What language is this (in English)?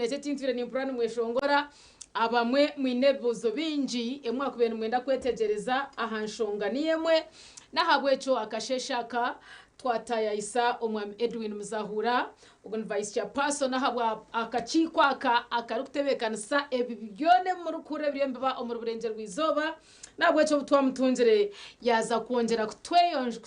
Nyankole